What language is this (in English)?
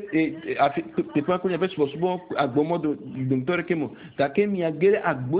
Ewe